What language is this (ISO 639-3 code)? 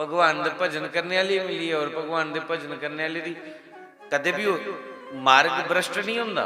doi